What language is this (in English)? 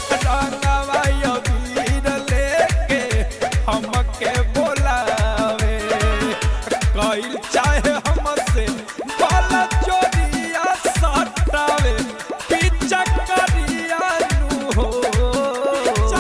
Bhojpuri